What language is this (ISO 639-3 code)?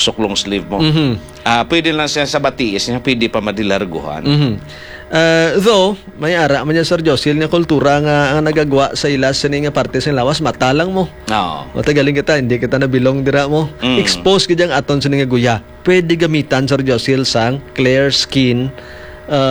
hil